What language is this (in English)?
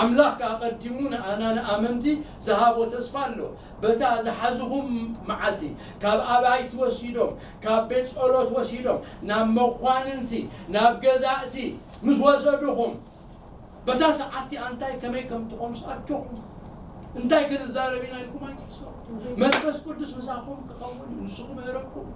Tigrinya